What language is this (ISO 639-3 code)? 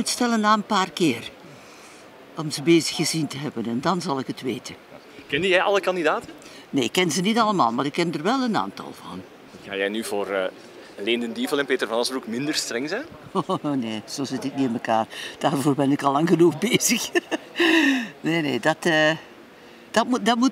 nld